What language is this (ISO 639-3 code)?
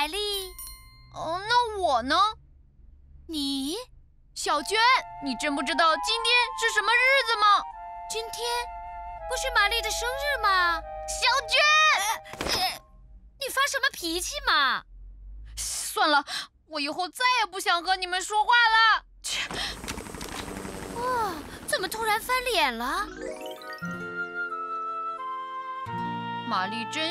zho